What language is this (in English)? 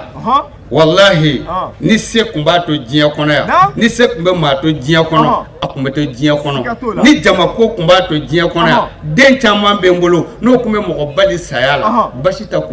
Bambara